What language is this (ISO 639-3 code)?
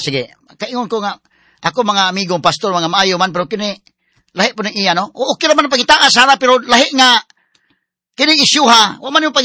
ceb